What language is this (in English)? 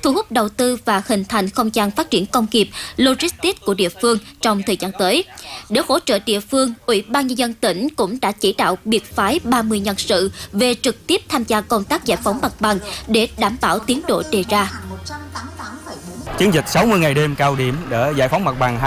Vietnamese